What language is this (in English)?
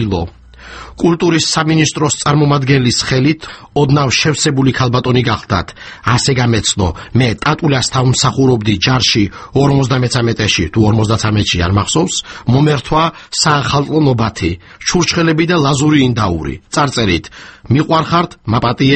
Georgian